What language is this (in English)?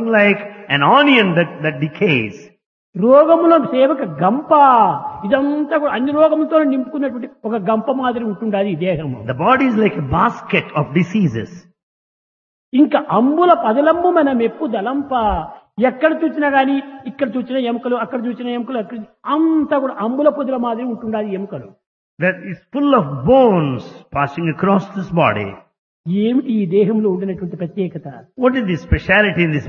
Telugu